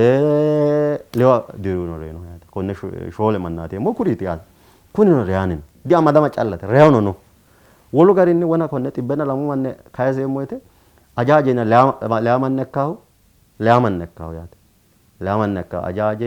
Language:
Sidamo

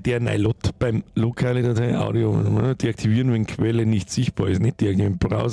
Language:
Bavarian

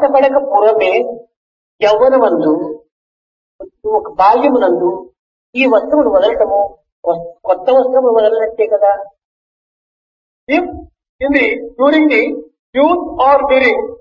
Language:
Telugu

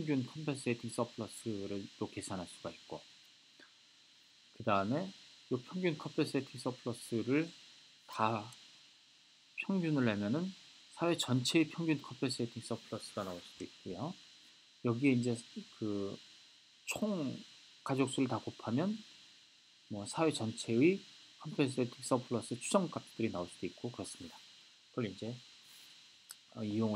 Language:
Korean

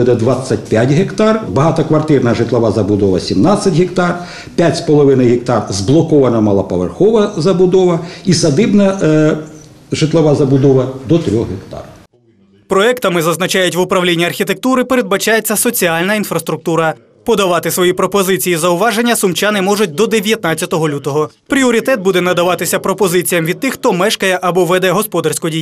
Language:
Ukrainian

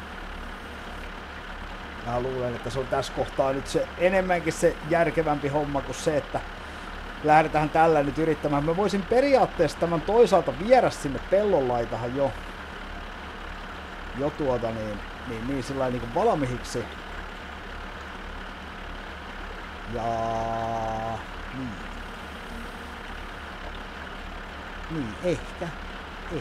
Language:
Finnish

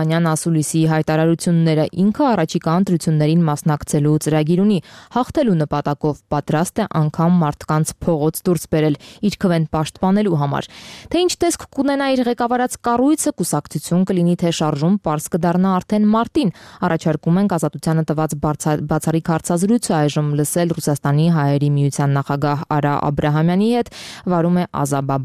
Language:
Armenian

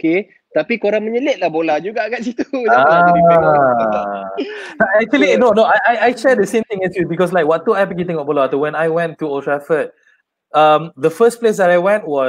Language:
Malay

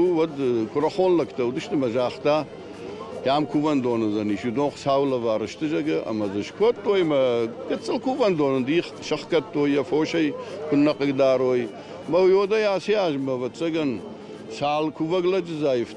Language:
Ossetic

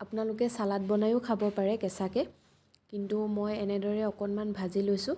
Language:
Assamese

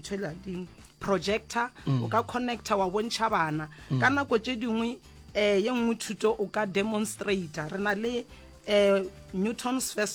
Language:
Northern Sotho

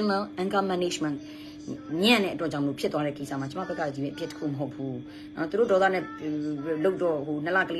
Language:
Burmese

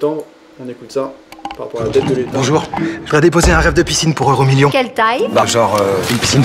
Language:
French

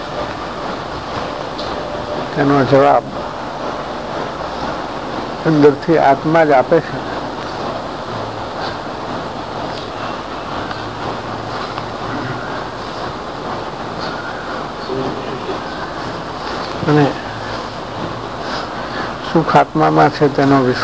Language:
Gujarati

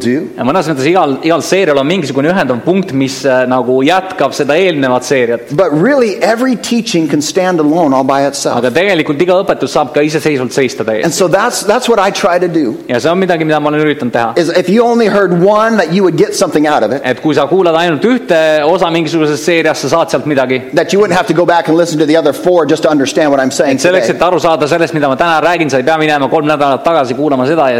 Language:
Estonian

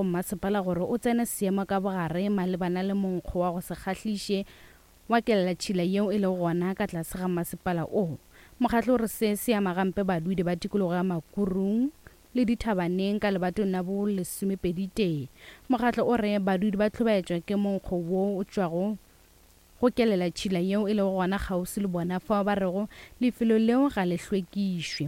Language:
Northern Sotho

